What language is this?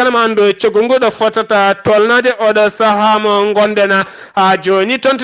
Fula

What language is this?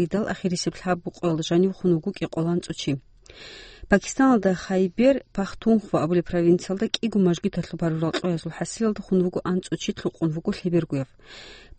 Avaric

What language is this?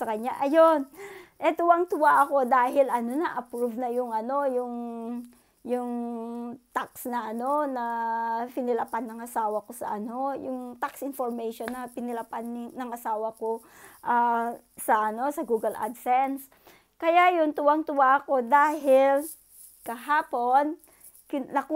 Filipino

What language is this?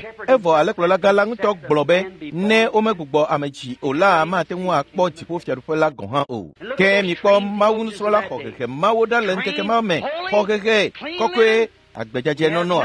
Ewe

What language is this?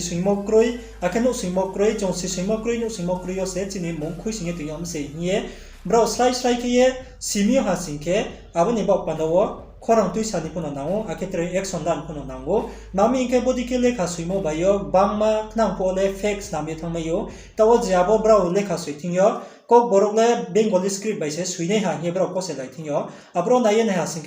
Riang (India)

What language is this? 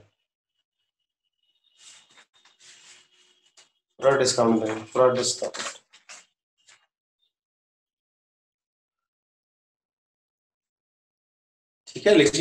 Hindi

